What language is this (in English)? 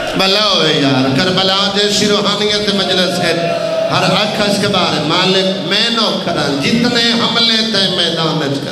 Saraiki